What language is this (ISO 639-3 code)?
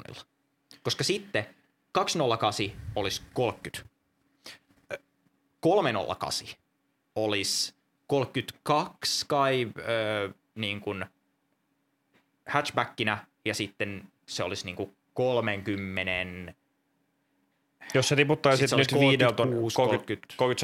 fin